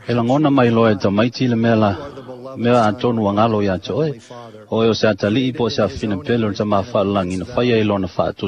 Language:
Samoan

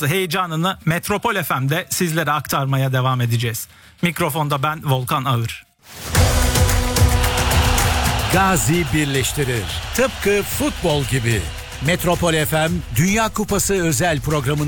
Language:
Turkish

